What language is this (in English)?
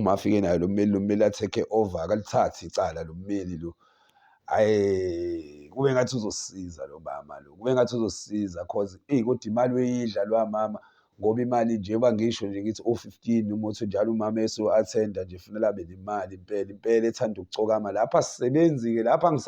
Zulu